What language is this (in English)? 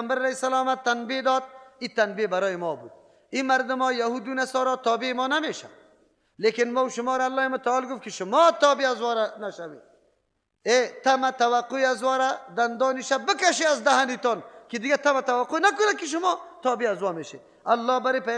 Persian